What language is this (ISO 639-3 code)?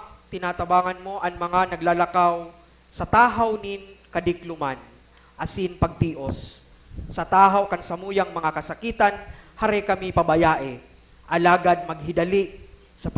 bik